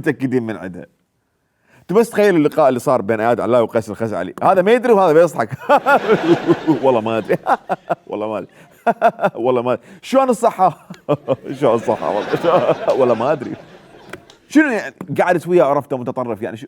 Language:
Mesopotamian Arabic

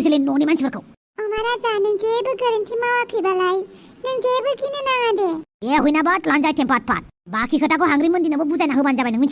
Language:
Bodo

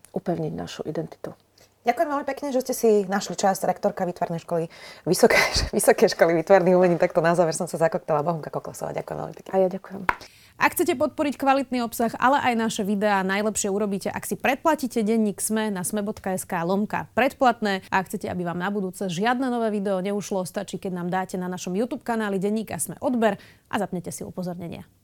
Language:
Slovak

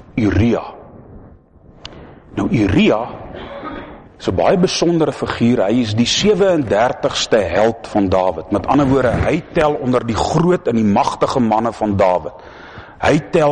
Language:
Afrikaans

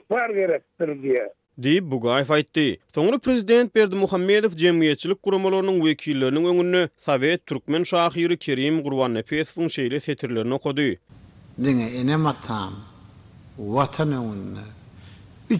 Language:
Turkmen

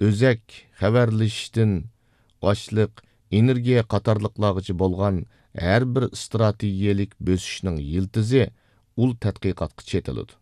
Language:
Uyghur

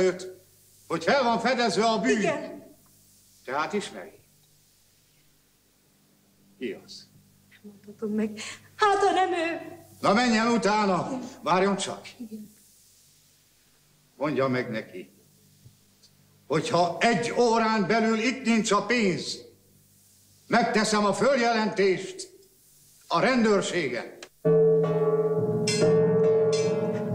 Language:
Hungarian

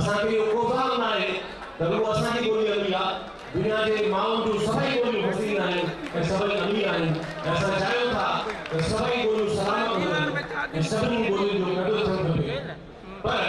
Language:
Sindhi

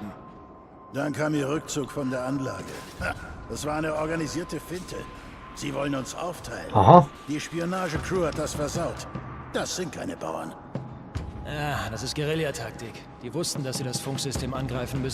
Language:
Swiss German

